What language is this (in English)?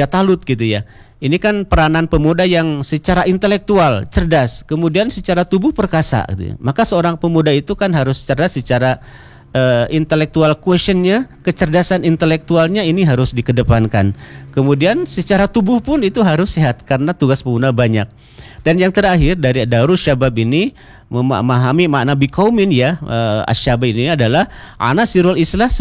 Indonesian